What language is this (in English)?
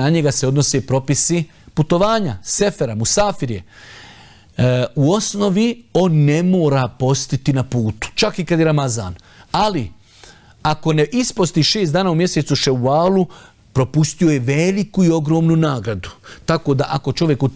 Bosnian